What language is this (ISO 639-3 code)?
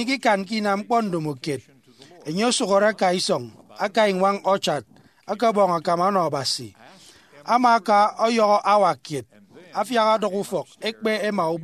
efi